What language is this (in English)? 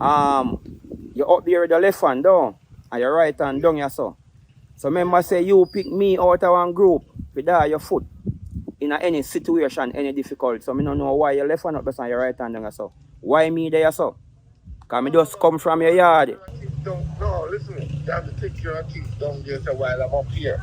Jamaican Creole English